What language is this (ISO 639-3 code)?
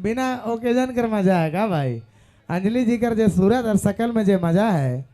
sck